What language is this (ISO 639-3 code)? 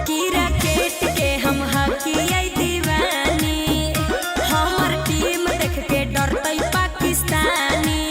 mag